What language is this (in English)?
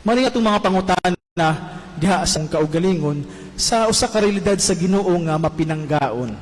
Cebuano